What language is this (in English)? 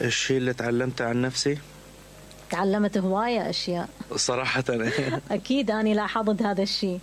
Mesopotamian Arabic